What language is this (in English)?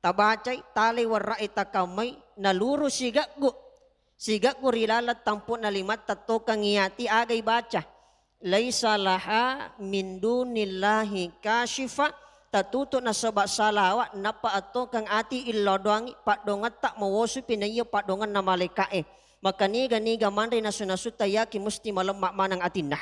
Buginese